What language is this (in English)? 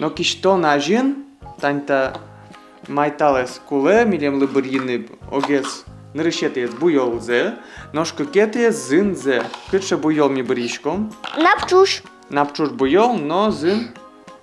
Udmurt